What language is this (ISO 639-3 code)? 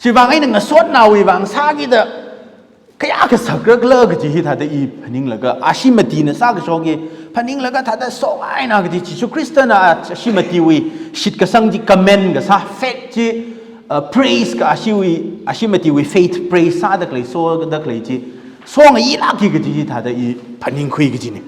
nmf